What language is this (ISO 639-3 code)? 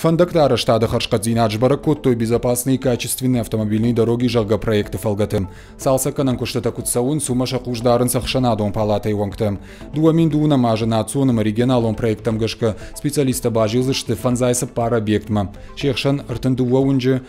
oss